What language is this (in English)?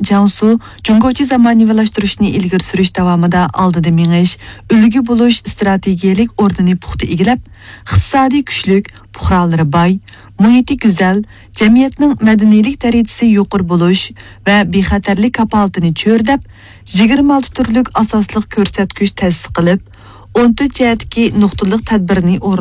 Uyghur